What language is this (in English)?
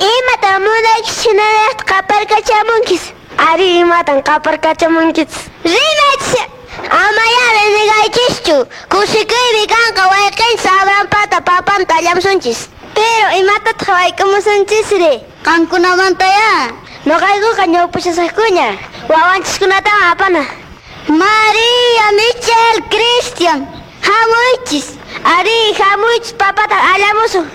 Quechua